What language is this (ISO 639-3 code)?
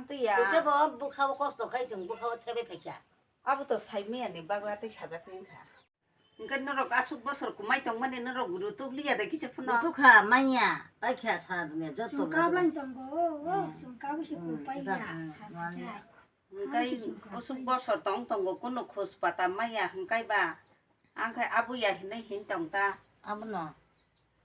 trp